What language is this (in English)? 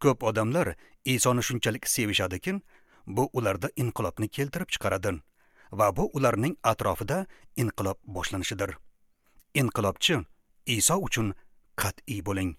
Uzbek